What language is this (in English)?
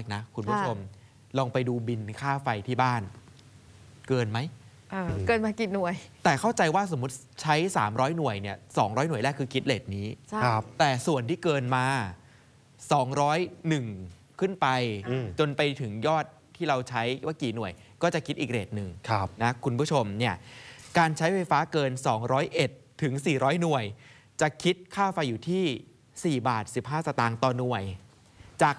Thai